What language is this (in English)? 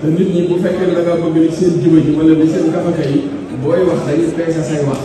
Wolof